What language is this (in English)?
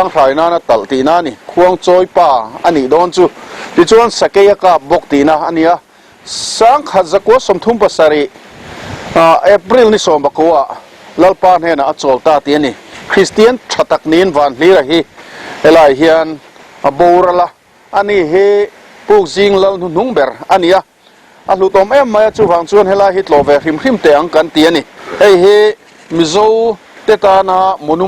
Mizo